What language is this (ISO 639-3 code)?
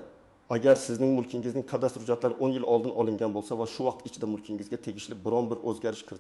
uzb